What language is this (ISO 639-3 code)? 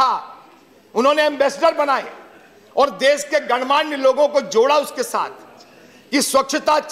hin